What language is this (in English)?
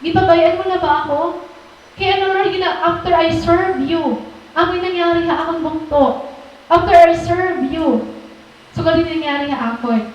Waray